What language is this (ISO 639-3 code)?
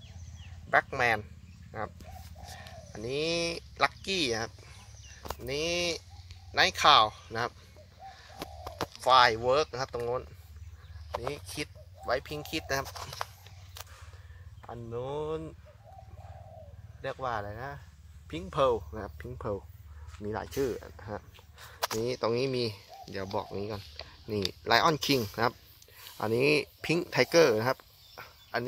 tha